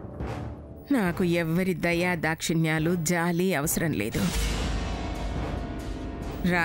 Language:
Telugu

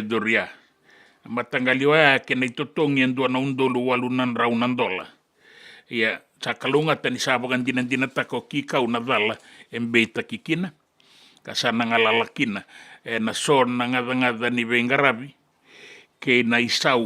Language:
Fijian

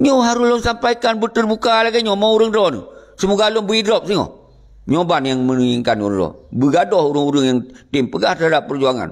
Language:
Achinese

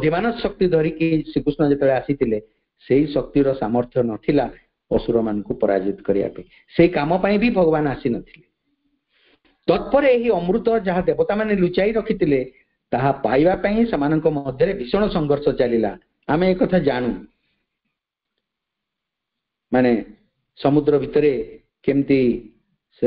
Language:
Odia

